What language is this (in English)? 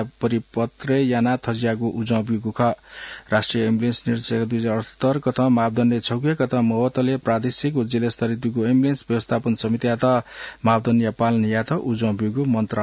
Newari